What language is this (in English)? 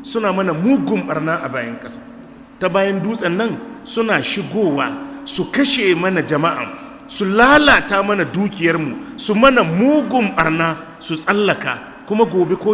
Hausa